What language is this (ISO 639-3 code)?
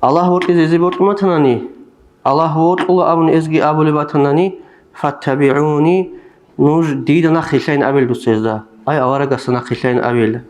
ava